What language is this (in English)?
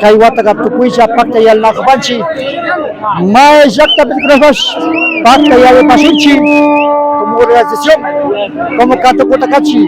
Imbabura Highland Quichua